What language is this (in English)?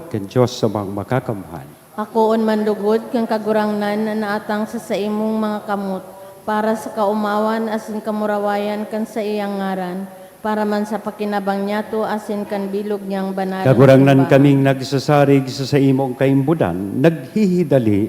Bikol